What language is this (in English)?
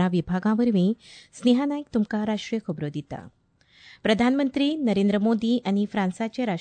Konkani